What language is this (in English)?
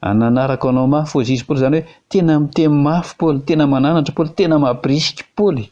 Malagasy